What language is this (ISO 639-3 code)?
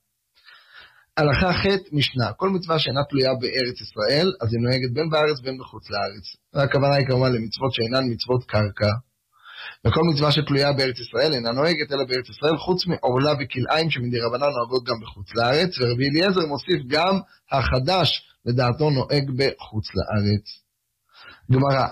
heb